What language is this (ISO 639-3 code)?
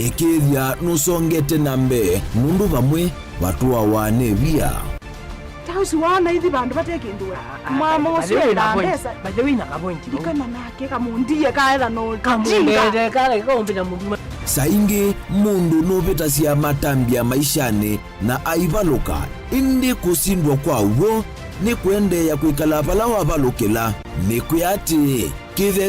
kam